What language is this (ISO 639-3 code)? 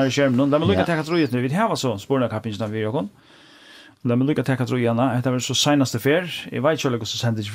fao